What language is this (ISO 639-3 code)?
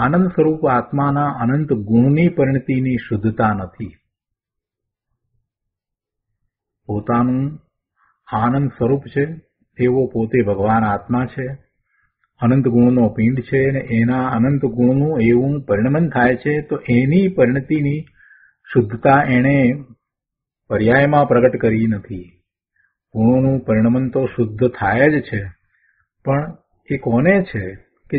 guj